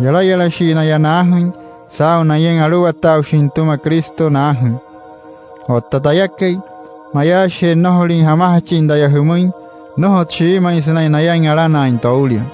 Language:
Wayuu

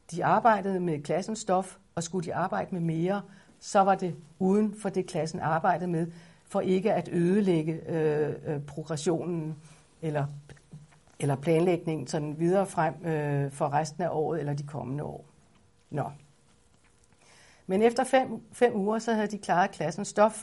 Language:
Danish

